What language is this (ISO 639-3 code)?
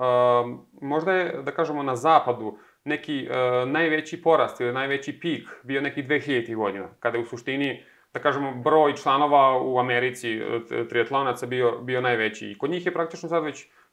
srp